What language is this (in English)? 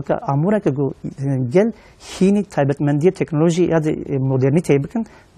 Kurdish